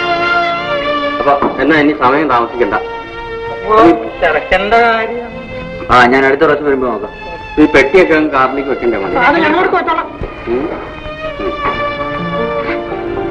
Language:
Malayalam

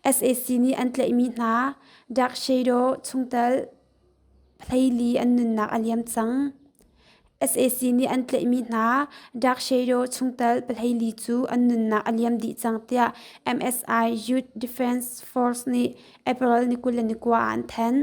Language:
Hakha Chin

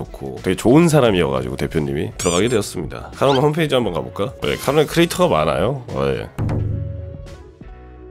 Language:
Korean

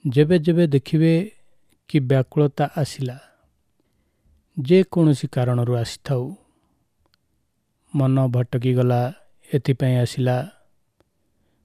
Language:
Odia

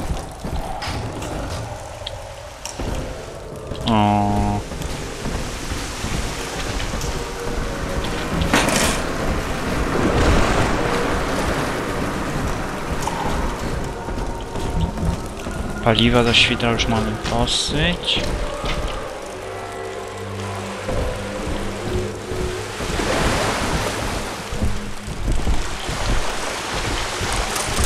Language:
Polish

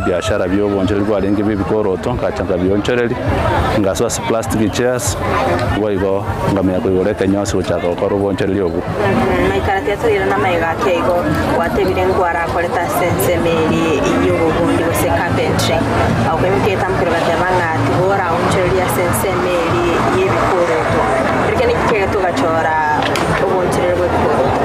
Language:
Gusii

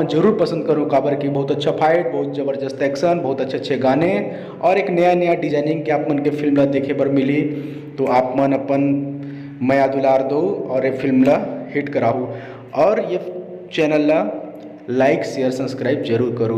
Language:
Chhattisgarhi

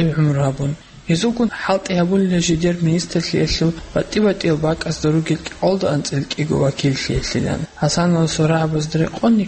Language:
Avaric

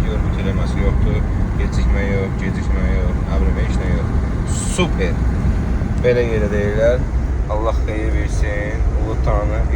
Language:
Azerbaijani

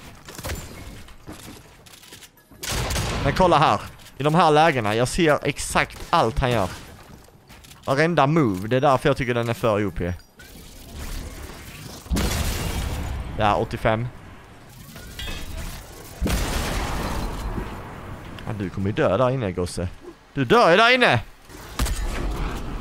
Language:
Swedish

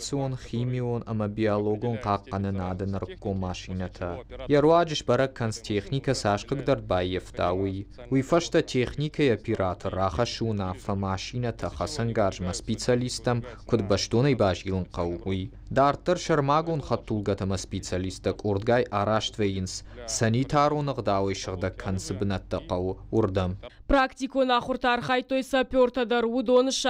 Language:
Ossetic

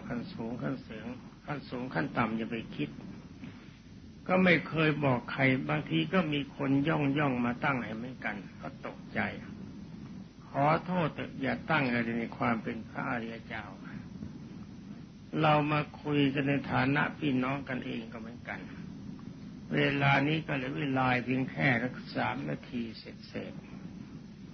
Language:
Thai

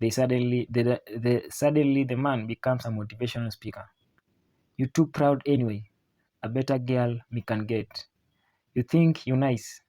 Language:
Jamaican Creole English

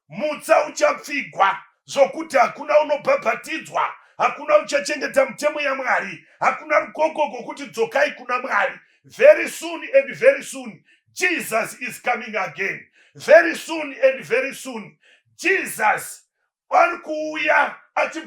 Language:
Shona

